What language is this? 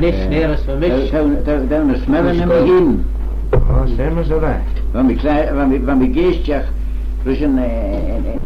Manx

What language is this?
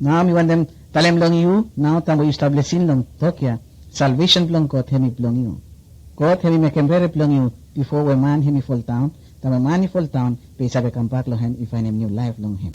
Bislama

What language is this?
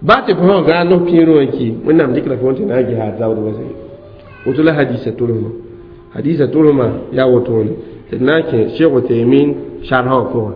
Mossi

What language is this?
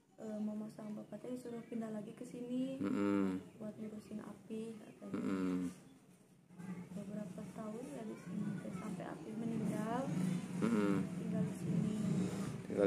Indonesian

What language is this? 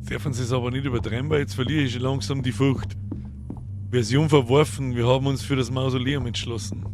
Bavarian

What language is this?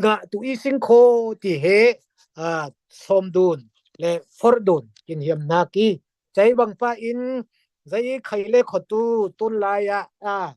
Falam Chin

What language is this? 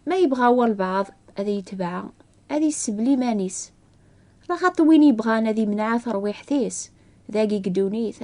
Kabyle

